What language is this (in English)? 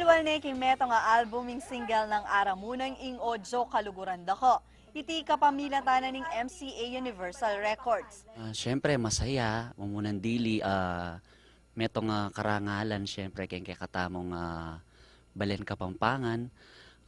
Pampanga